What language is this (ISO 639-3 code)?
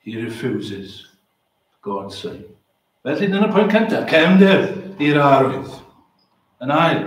cym